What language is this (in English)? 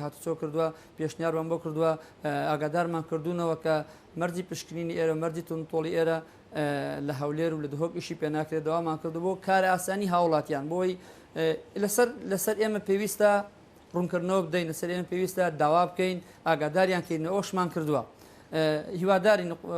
Central Kurdish